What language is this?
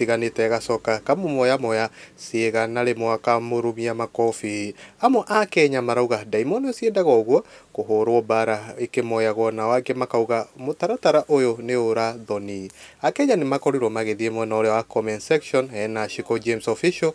Kikuyu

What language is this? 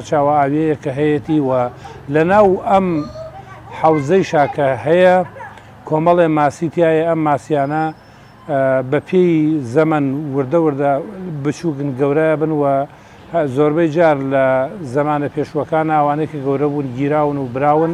Central Kurdish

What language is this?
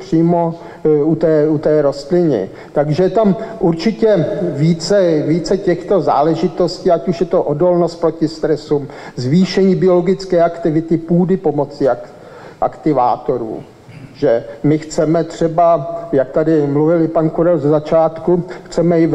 Czech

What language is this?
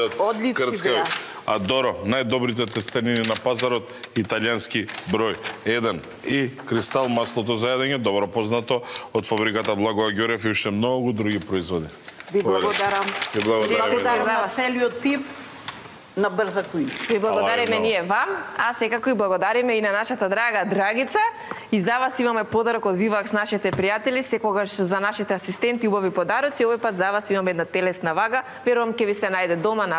Macedonian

